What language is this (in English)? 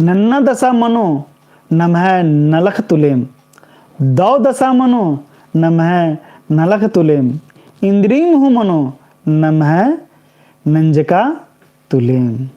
Kurukh